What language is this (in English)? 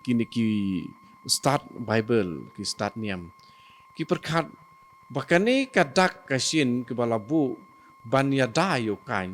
Khasi